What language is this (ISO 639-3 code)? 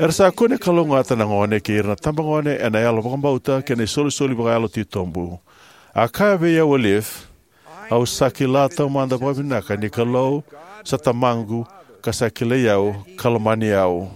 fij